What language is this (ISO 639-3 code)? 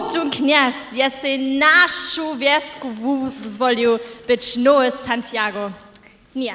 hsb